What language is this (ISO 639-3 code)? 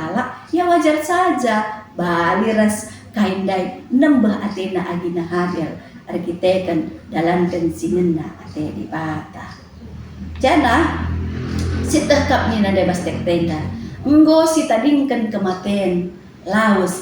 btx